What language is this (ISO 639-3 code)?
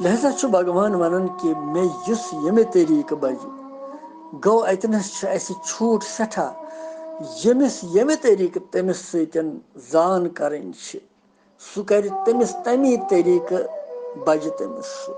kas